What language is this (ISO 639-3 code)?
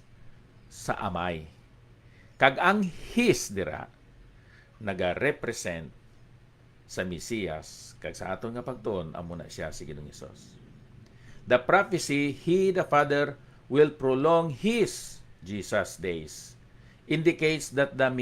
hil